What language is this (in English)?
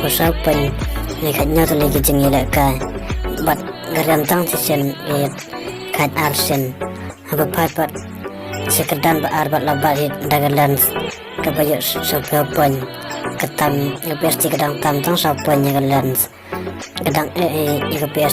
Khasi